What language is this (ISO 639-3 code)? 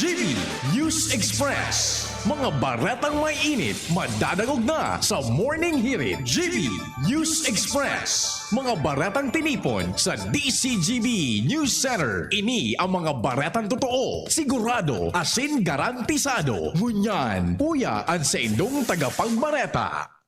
bik